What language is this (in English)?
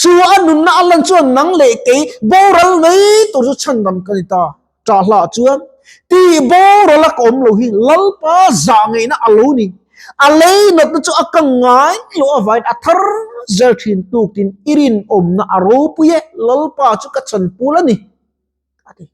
Mizo